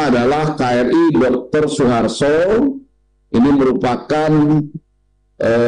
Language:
Indonesian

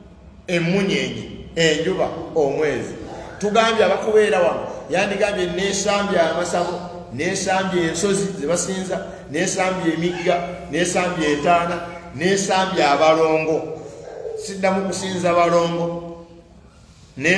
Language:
Ganda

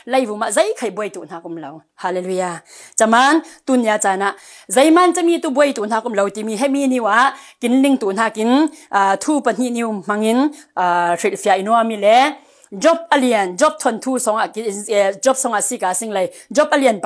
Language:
Falam Chin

